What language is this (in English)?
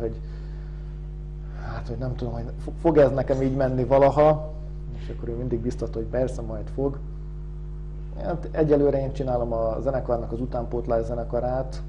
Hungarian